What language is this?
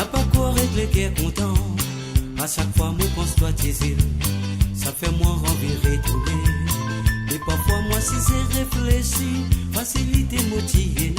Morisyen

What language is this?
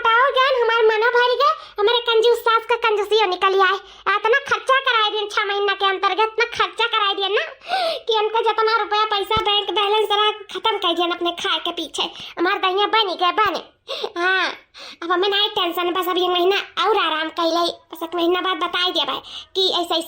Awadhi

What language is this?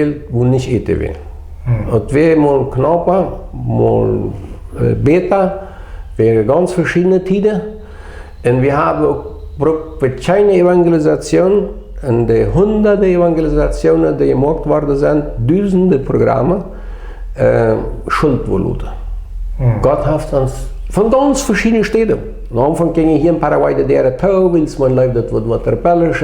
Plautdietsch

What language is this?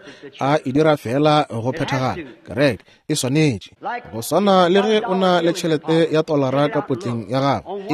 Northern Sotho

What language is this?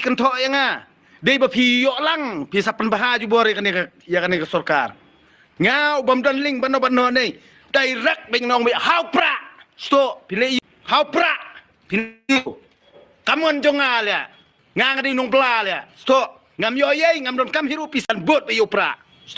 Khasi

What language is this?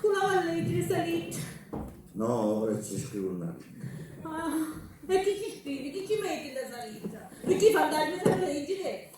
Sicilian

